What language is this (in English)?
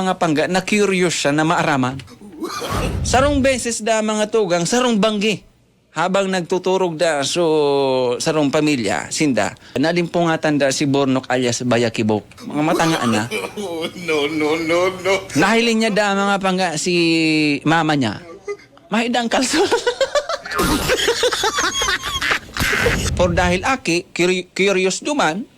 Bikol